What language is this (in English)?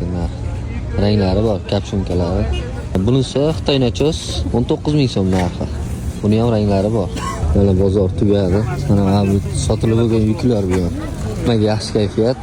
Uzbek